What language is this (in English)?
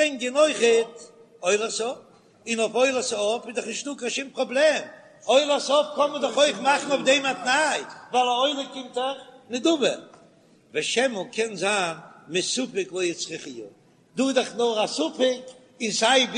Yiddish